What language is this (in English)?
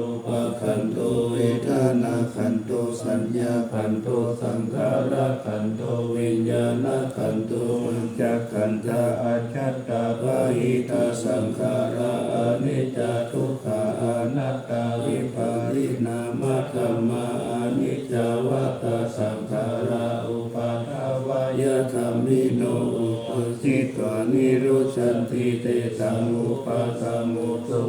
Pali